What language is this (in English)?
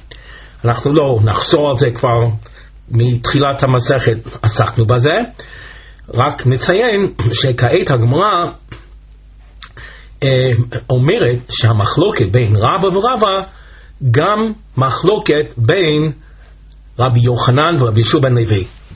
Hebrew